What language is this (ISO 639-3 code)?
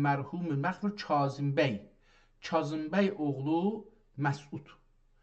azb